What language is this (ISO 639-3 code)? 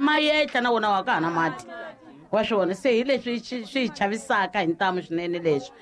tso